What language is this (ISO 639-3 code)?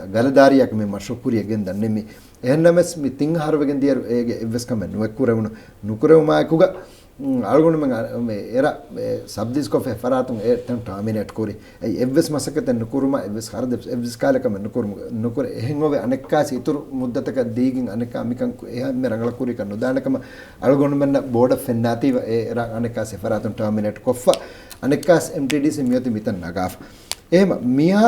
div